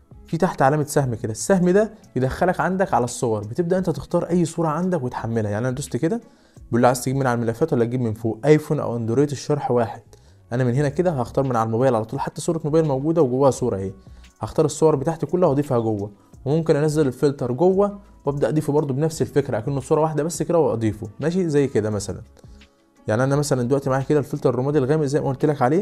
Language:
Egyptian Arabic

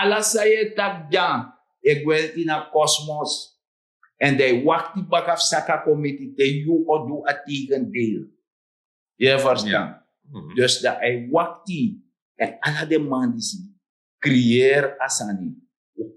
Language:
Sranan Tongo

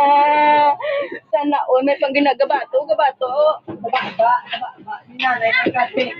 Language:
Hiligaynon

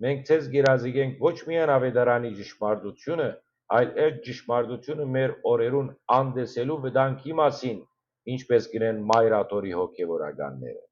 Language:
Western Armenian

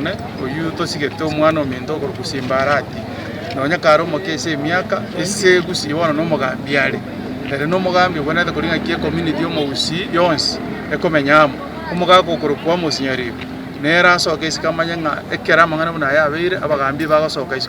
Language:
Gusii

